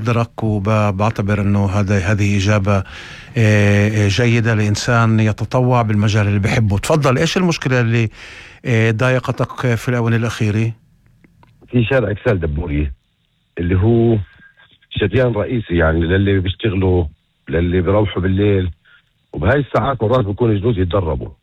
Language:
North Levantine Arabic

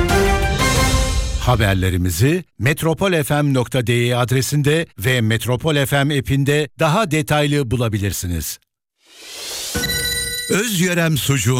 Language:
Turkish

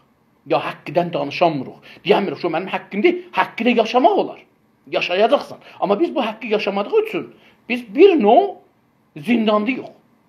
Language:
South Azerbaijani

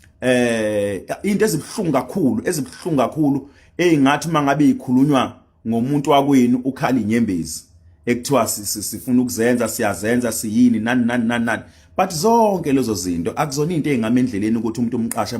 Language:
Zulu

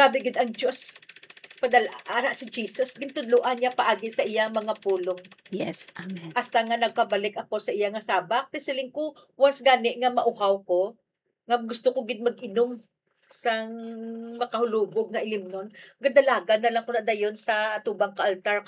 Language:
Hiligaynon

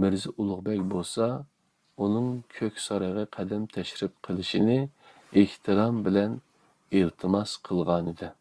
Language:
Uyghur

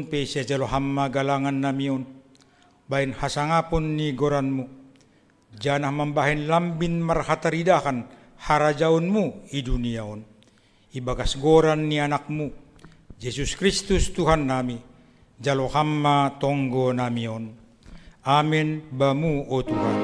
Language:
Batak Simalungun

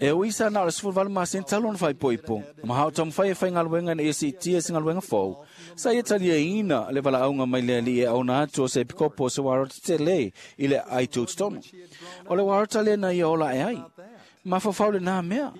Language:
Samoan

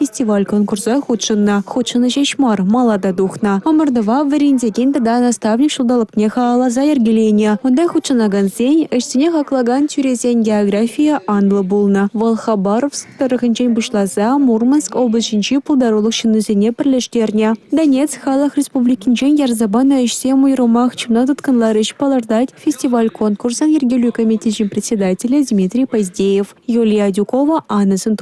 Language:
Chuvash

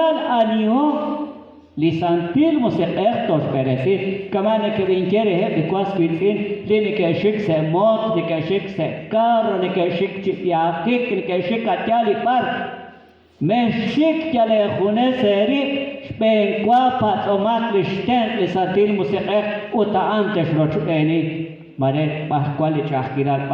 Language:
Kekchí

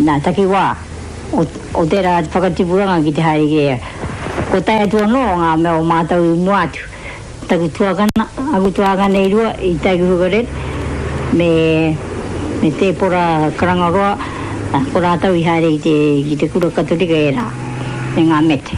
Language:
Māori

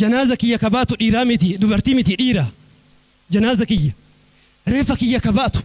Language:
Oromo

